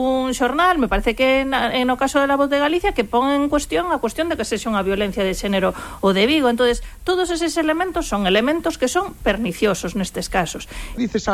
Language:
Galician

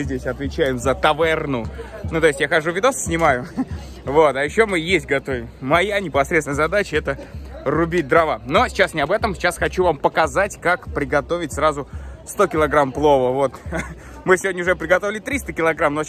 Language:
Russian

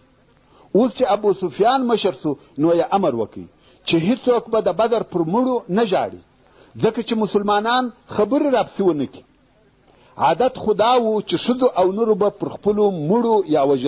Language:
Pashto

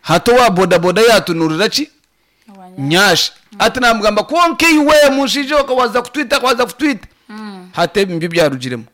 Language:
Nyankole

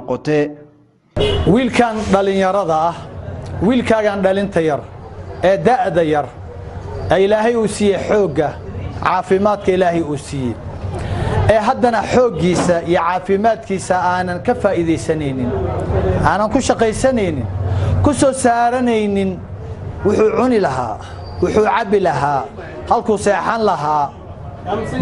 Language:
Somali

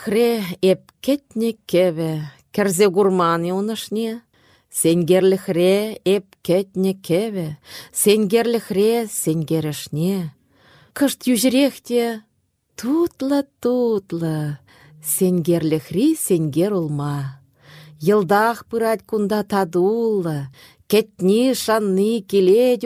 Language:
Chuvash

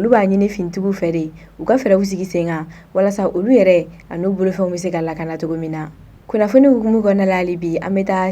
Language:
Bambara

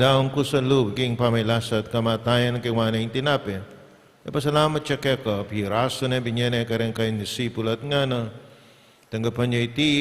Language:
Pampanga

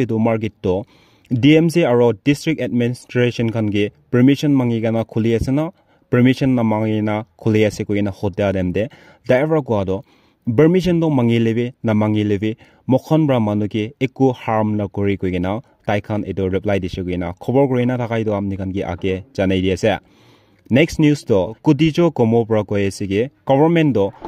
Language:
Naga Pidgin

